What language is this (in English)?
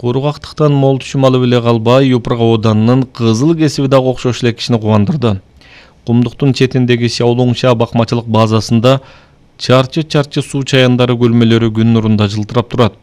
Kyrgyz